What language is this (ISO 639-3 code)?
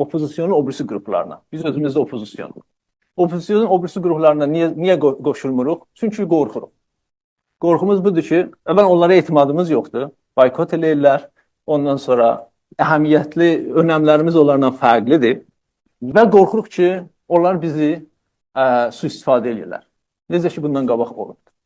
azb